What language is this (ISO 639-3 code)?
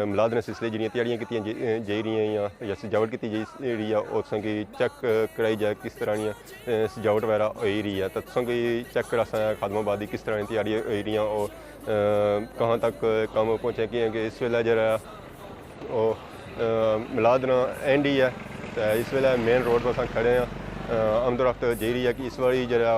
phr